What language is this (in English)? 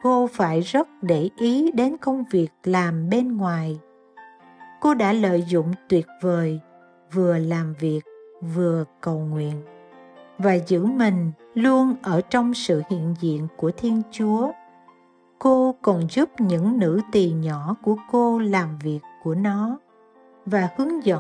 Vietnamese